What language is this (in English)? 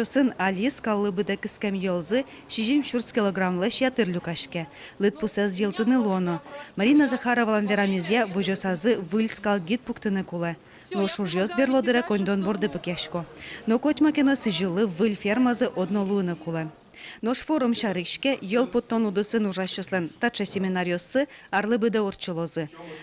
Udmurt